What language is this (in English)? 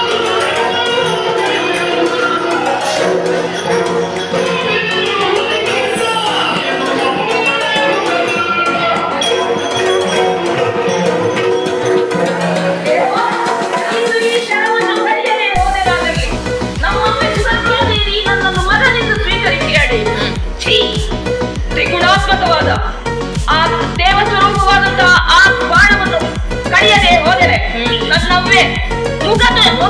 Kannada